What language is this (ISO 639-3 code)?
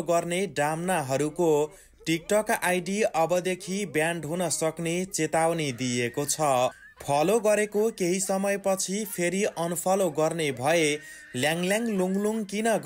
nep